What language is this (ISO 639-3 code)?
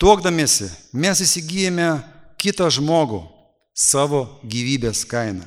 lit